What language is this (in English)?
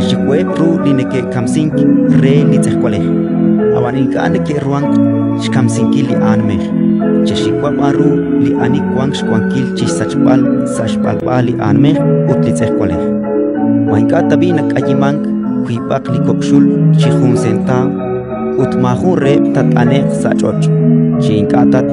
Kekchí